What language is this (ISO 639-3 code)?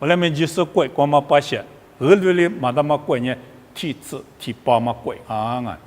lis